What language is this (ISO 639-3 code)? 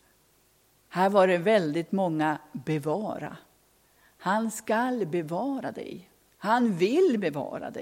swe